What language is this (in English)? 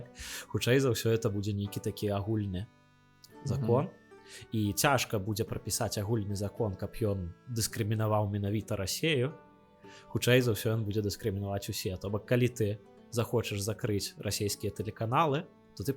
Belarusian